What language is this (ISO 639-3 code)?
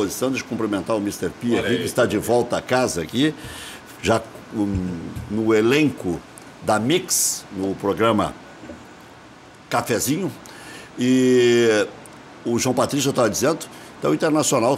por